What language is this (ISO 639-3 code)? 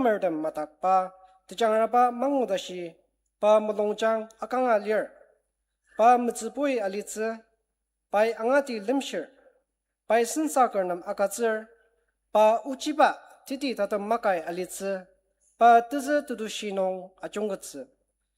njo